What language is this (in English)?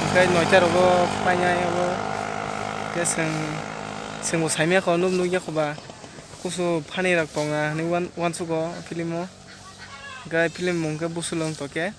Kok Borok